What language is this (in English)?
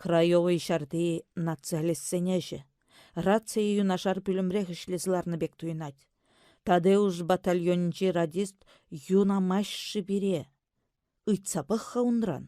Chuvash